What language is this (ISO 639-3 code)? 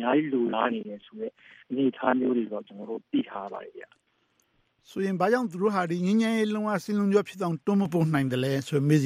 mya